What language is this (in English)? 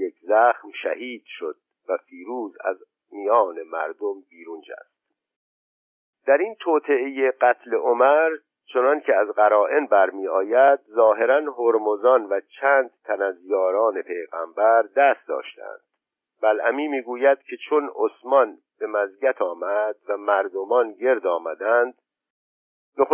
Persian